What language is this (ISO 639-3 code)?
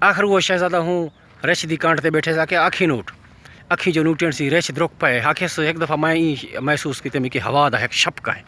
skr